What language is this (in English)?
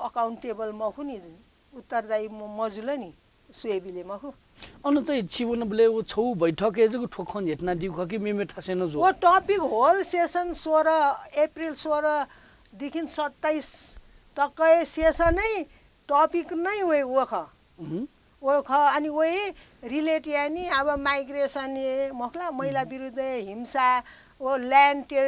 Newari